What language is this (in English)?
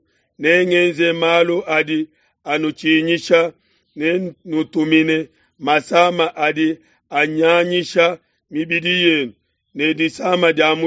Luba-Lulua